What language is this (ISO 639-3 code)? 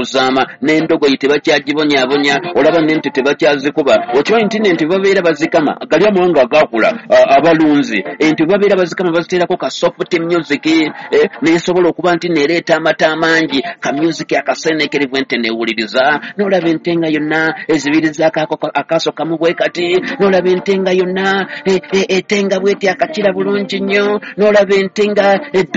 lug